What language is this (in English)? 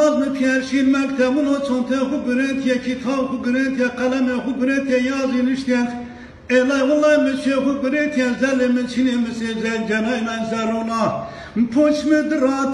Zaza